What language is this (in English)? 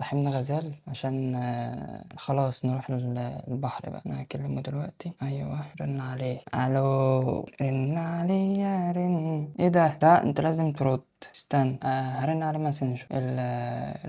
Egyptian Arabic